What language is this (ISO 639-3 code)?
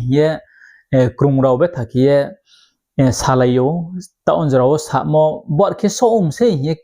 ria